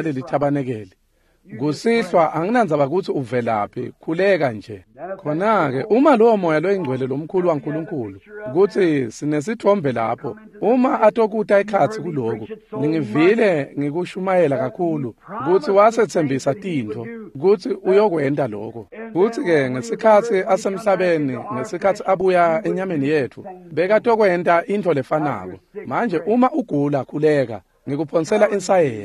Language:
Swati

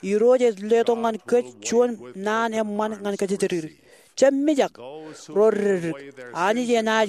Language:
Marshallese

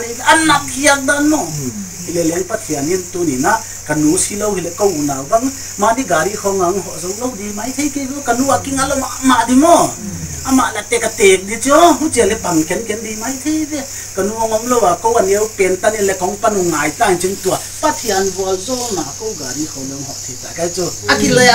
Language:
Paite Chin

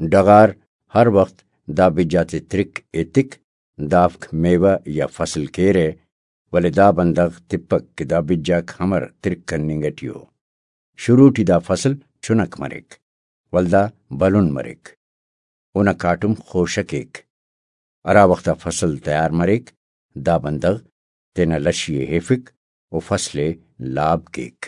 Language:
Brahui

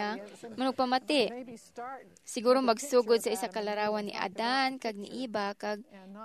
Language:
Hiligaynon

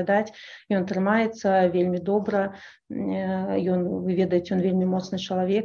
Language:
Belarusian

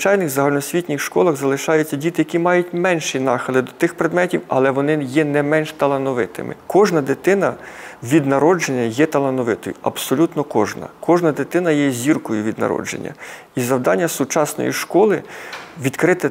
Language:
Ukrainian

